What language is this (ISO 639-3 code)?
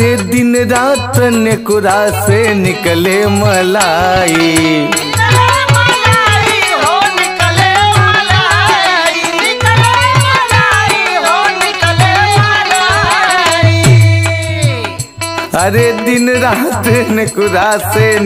bho